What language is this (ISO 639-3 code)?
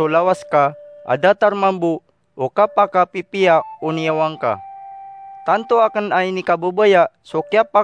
mrw